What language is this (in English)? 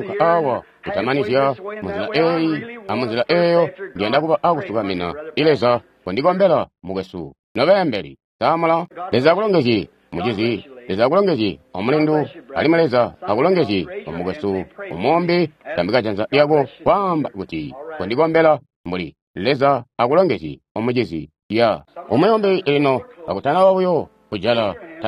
Tonga (Zambia)